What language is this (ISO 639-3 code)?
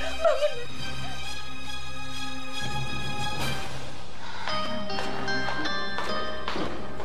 ind